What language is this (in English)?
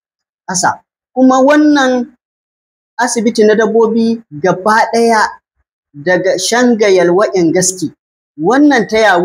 Hausa